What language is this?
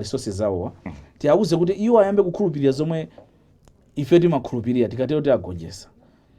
Nyanja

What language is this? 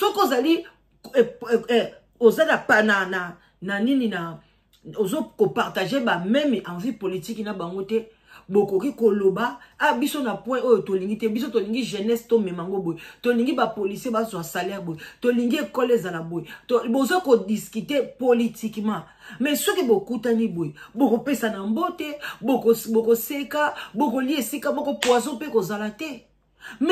Lingala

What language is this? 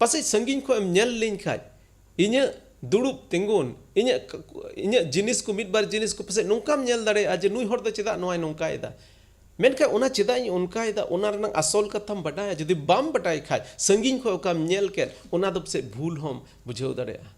Santali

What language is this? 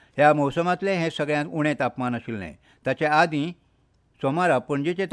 Konkani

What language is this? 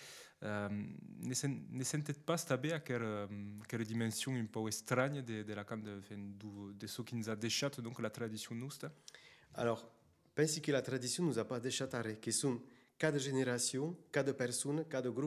Occitan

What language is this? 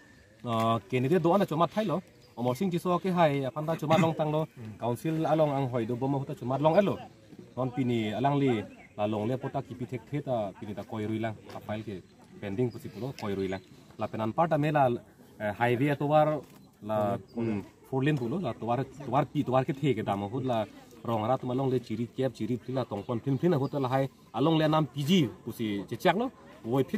Karbi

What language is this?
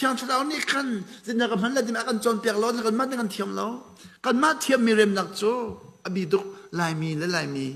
Hakha Chin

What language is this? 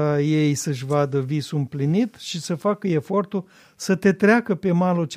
Romanian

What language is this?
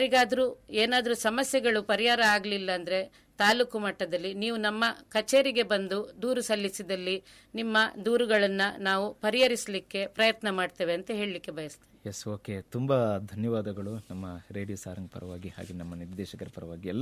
Kannada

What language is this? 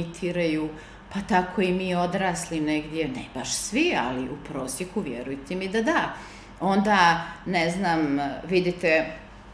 Serbian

